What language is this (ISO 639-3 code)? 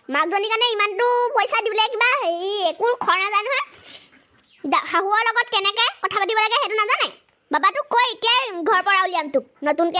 asm